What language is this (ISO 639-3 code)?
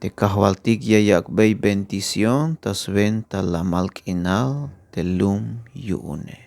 tzh